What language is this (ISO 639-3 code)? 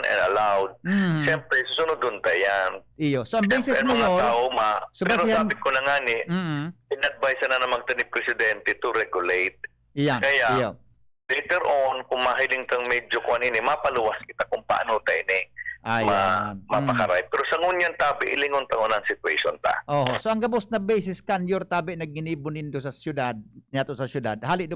bik